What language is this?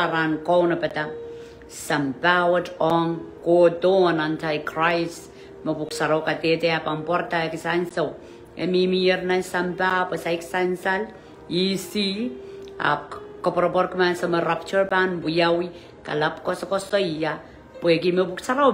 Pohnpeian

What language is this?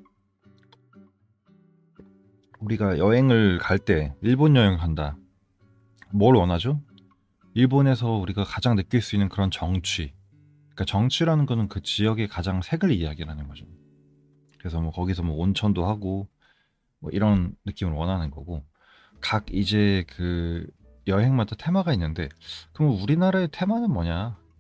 Korean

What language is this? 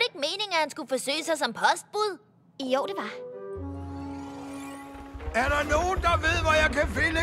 Danish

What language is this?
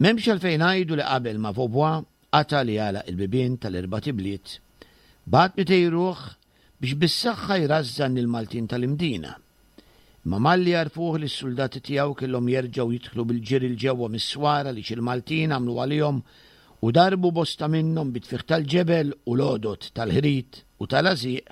Maltese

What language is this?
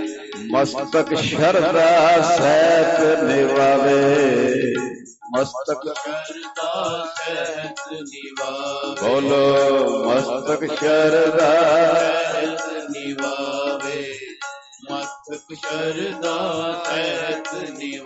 Punjabi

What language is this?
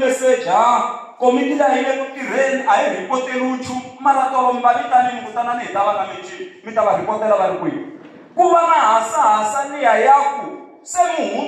Tsonga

